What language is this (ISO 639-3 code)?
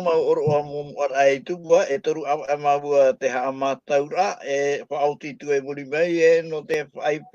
tah